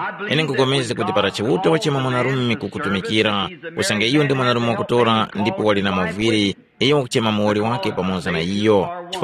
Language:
Tumbuka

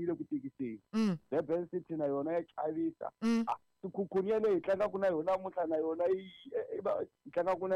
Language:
Tsonga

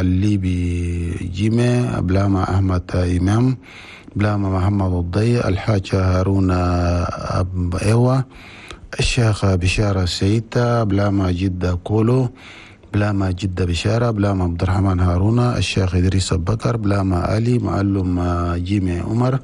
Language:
Chadian Arabic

